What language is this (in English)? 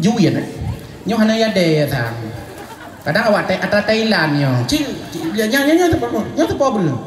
Achinese